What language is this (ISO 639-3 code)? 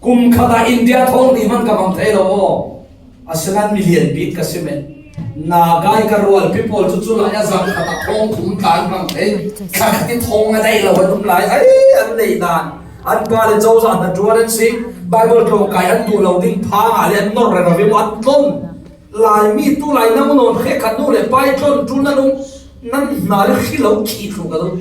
cfm